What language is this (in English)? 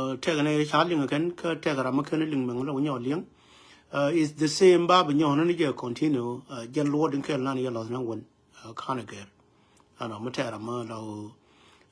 Nuer